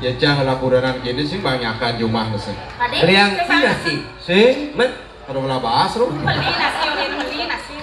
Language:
Balinese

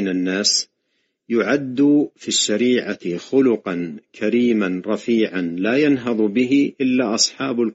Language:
Arabic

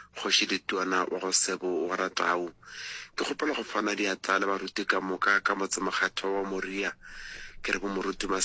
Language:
Northern Sotho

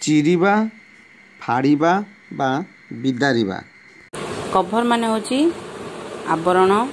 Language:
Odia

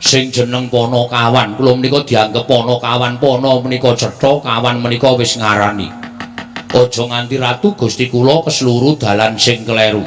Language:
Javanese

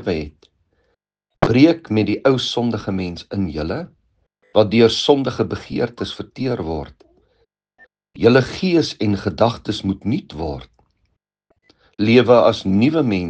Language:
Afrikaans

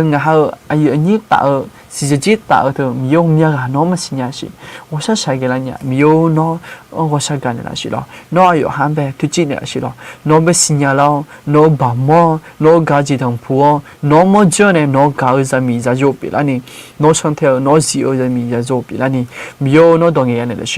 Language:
Akha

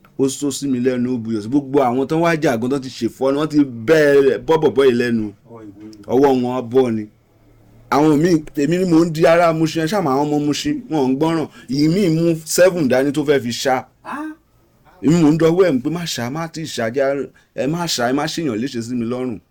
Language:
Yoruba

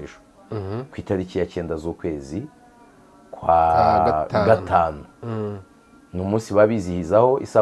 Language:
Kinyarwanda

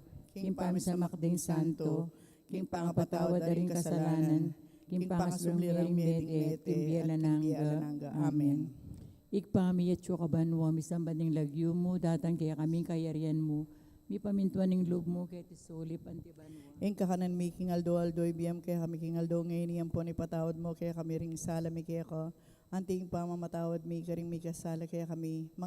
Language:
Pampanga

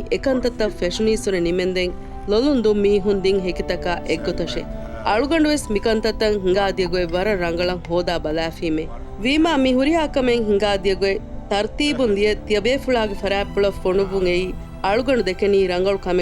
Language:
Divehi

